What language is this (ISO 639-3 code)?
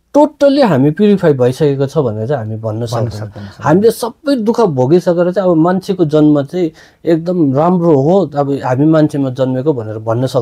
nep